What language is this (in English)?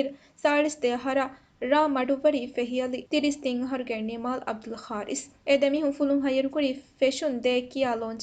Divehi